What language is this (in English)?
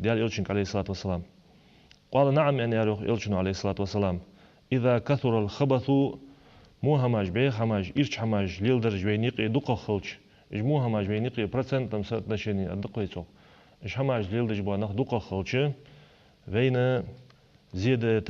Ingush